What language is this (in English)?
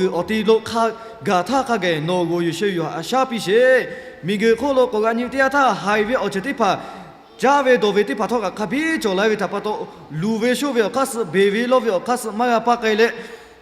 Lahu